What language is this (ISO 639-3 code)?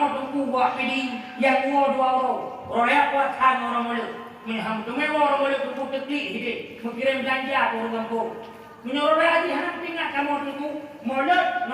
ace